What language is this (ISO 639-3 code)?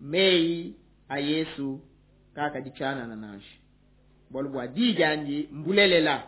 lua